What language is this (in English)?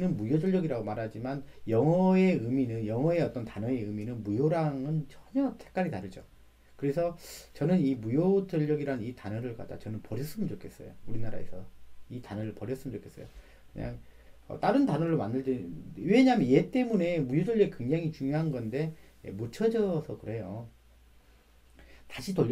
Korean